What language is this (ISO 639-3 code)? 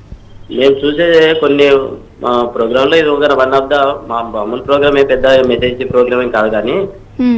tel